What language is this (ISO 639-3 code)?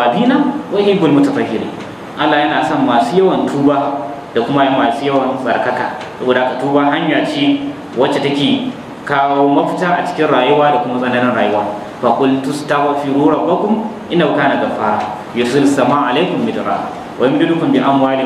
hau